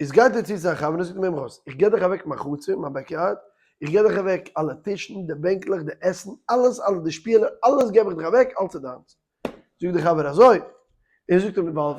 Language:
Yiddish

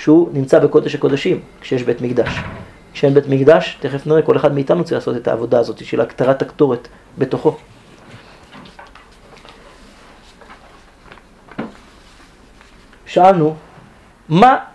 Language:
Hebrew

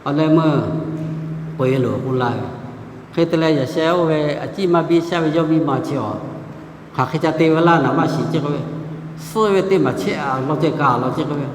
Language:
Lahu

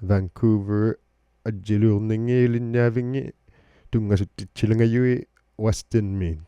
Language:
Inuktitut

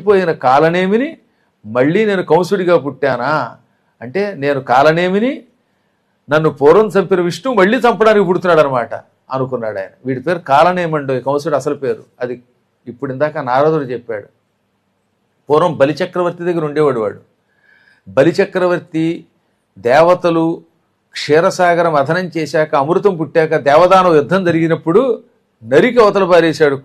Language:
Telugu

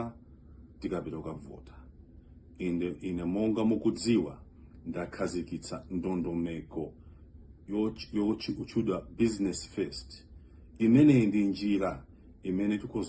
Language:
Nyanja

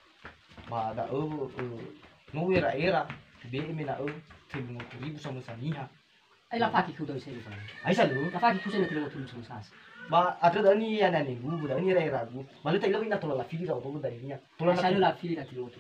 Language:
Nias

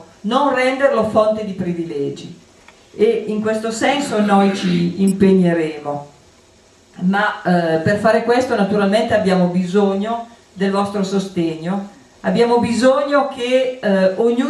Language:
Italian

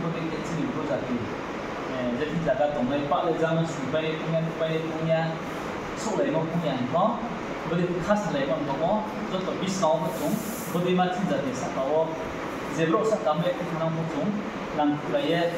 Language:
Riang (India)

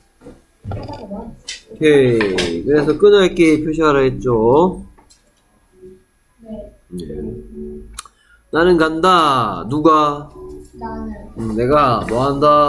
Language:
Korean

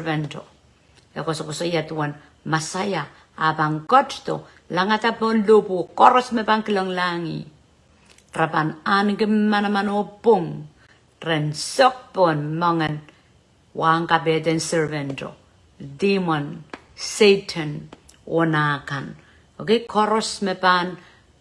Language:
Pohnpeian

